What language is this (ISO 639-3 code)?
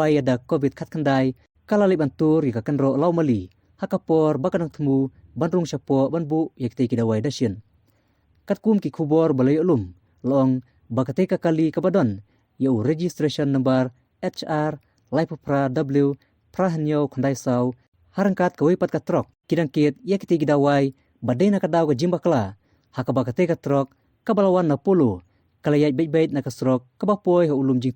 kha